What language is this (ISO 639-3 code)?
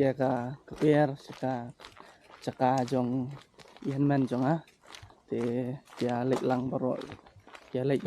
kha